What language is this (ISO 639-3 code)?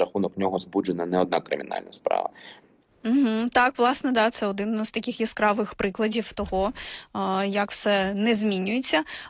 ukr